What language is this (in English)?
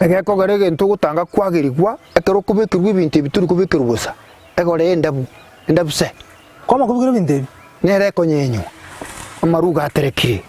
Gusii